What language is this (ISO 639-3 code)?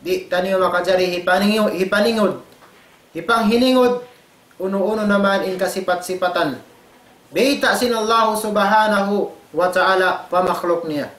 tsg